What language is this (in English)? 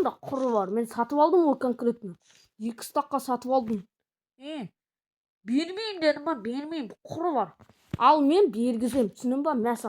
Kazakh